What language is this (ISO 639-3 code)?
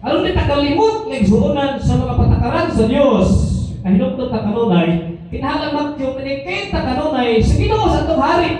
ceb